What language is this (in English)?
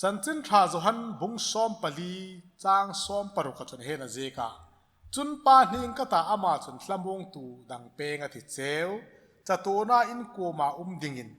Hmar